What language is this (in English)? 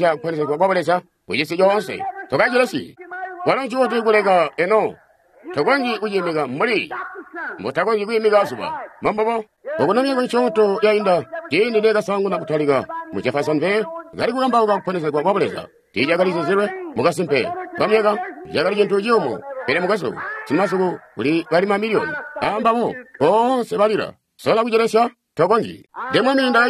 Tonga (Zambia)